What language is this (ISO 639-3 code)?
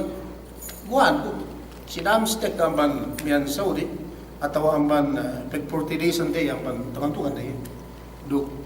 yka